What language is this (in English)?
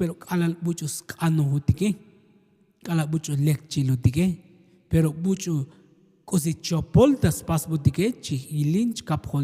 Tzotzil